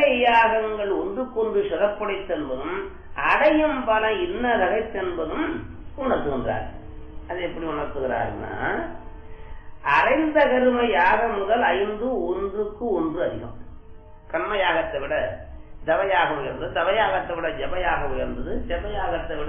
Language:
Tamil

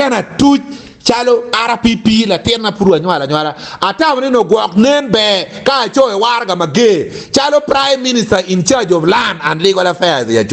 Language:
Acoli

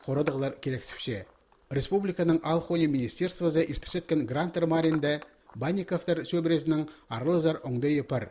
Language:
Khakas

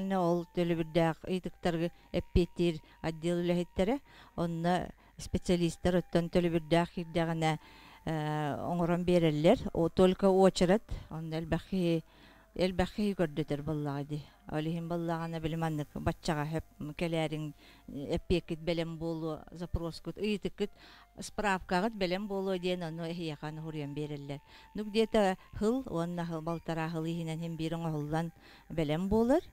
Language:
Yakut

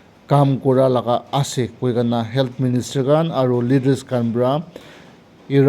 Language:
Naga Pidgin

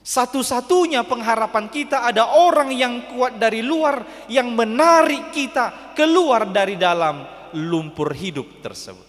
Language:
Batak Toba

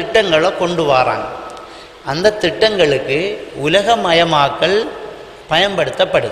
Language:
Tamil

